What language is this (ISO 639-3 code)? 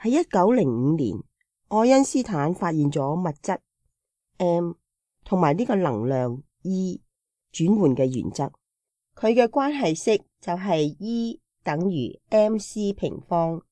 yue